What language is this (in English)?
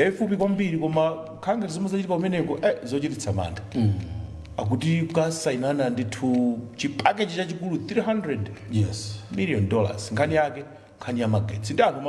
Nyanja